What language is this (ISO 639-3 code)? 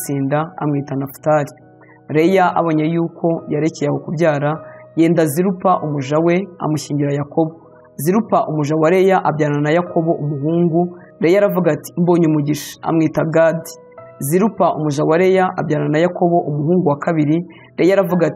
kin